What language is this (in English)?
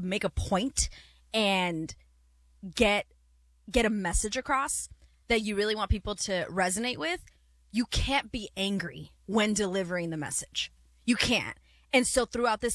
English